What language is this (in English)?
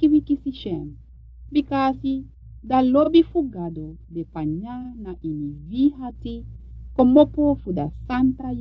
Sranan Tongo